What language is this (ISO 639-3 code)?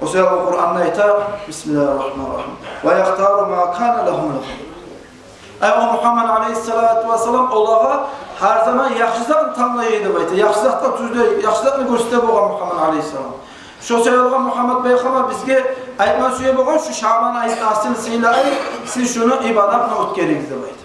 kum